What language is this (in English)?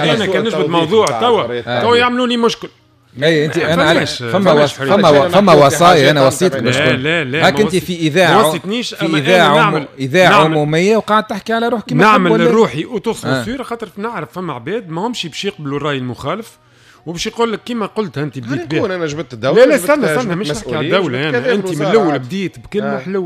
Tunisian Arabic